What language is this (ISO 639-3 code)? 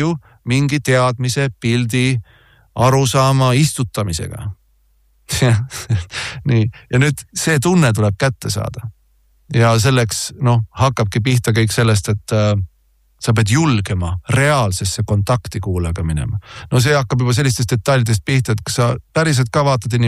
est